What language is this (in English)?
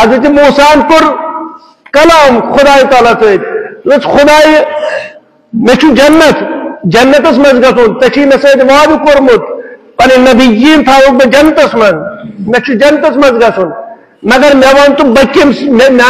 Kashmiri